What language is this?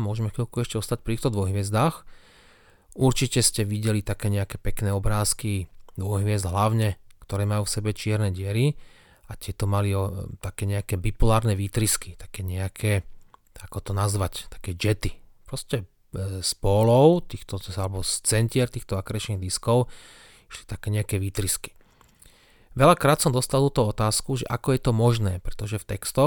Slovak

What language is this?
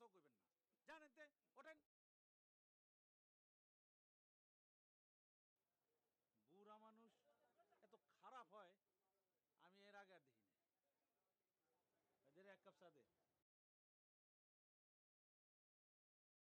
Bangla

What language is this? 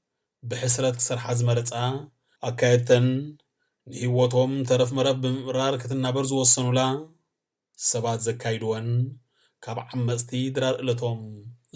Tigrinya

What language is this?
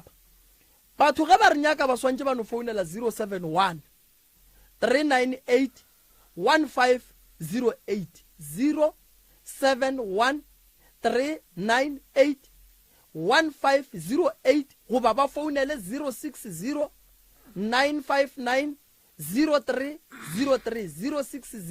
Northern Sotho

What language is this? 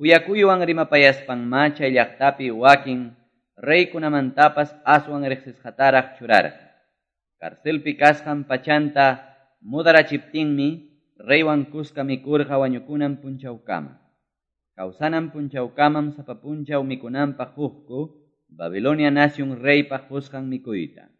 Quechua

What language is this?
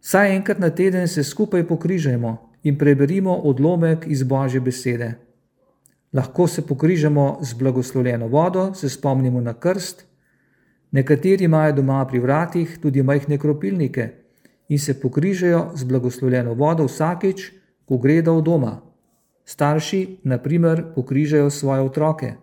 Slovenian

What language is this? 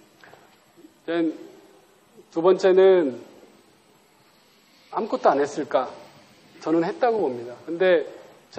Korean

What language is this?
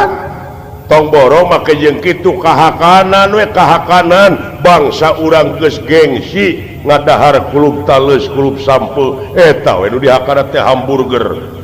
Sundanese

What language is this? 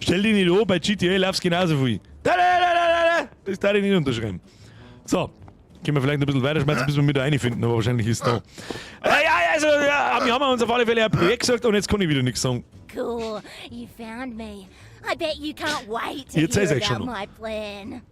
Bavarian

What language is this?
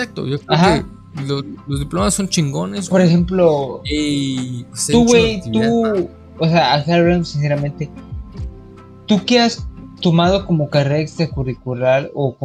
Spanish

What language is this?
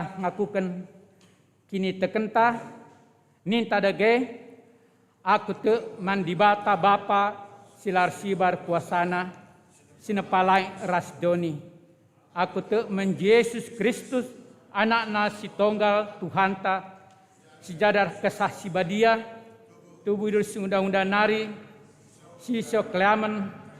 Batak Karo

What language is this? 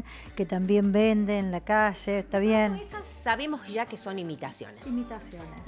Spanish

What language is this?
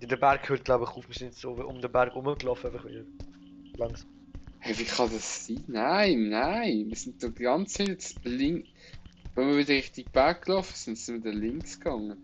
Swiss German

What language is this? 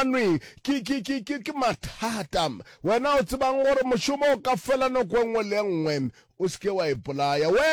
Northern Sotho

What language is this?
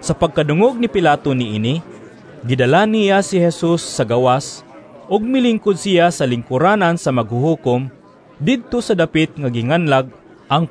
Cebuano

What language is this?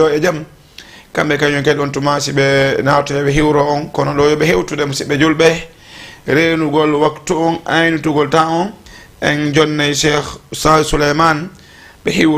Fula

